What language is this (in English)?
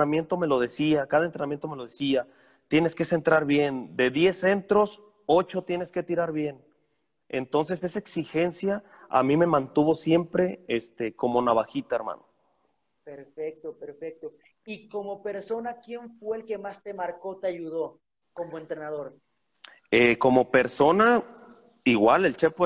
Spanish